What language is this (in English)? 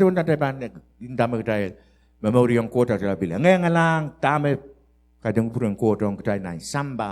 Pohnpeian